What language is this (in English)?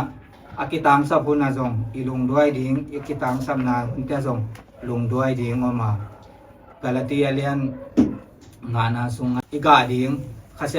Tedim Chin